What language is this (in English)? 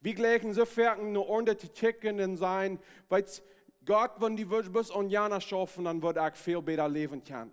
Plautdietsch